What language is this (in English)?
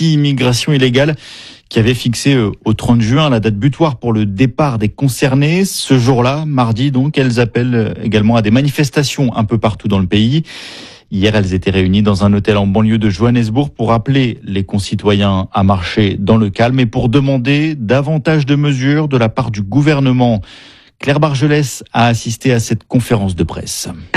French